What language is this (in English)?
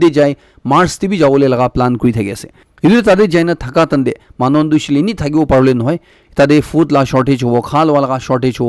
Naga Pidgin